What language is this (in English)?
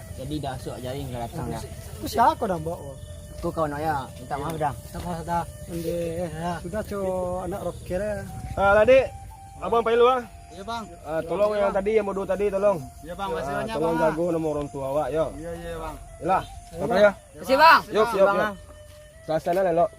Minangkabau